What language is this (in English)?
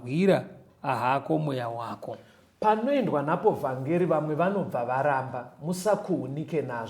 Shona